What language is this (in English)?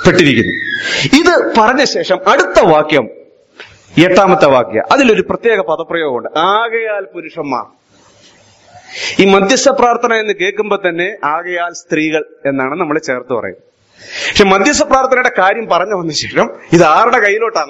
Malayalam